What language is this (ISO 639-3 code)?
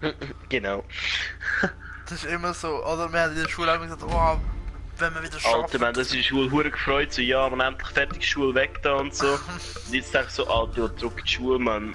gsw